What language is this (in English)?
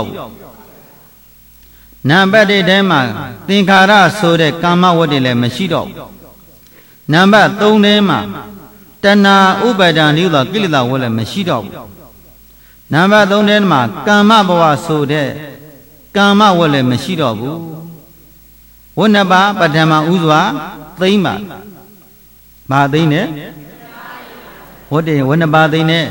Burmese